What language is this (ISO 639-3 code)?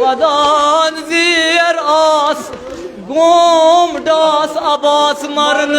kas